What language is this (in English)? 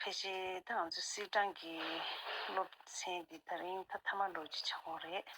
Tibetan